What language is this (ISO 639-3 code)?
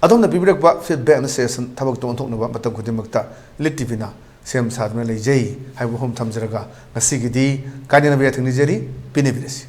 mni